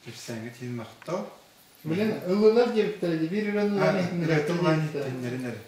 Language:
Yakut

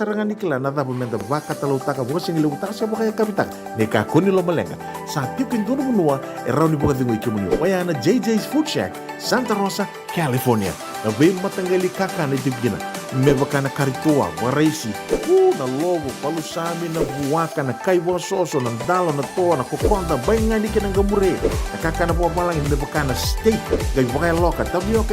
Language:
Fijian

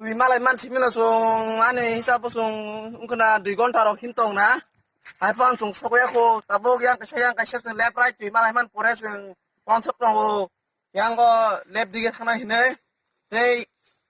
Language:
Kok Borok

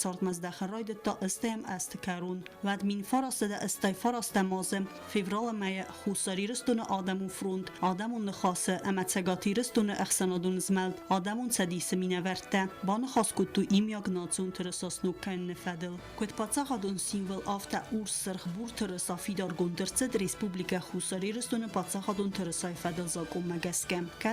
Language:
Ossetic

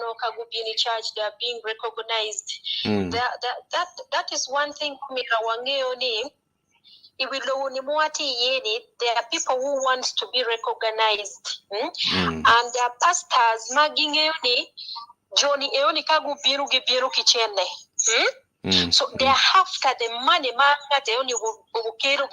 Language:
Acoli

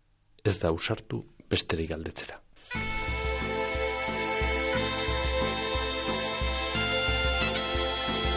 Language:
Basque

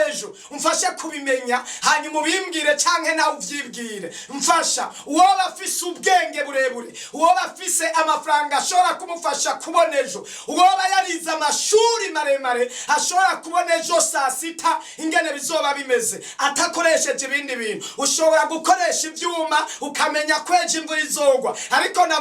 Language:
Rundi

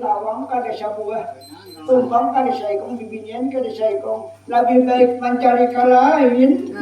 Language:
Banjar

